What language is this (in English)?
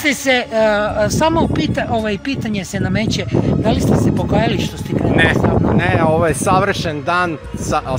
Croatian